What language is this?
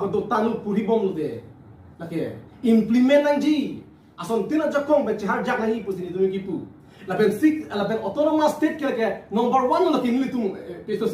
Karbi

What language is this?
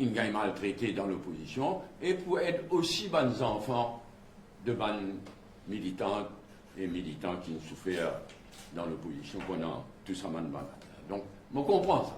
Morisyen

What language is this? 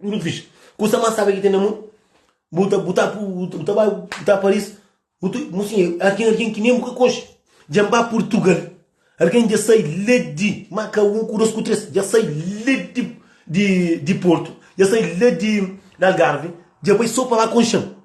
Kabuverdianu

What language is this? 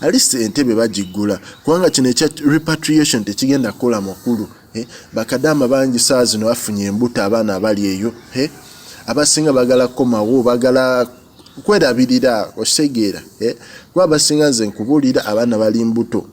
Ganda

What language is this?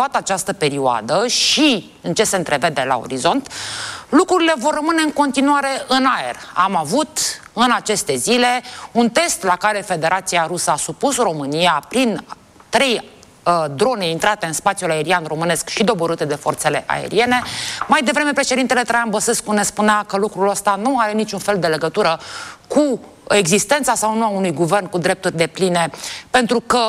Romanian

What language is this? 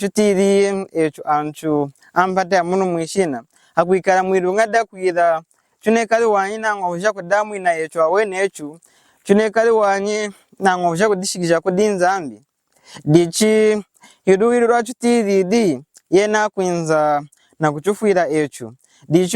Lunda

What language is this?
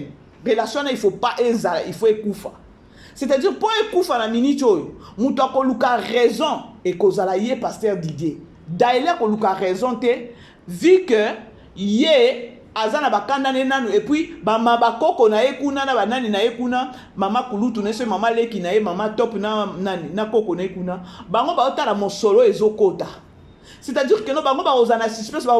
Lingala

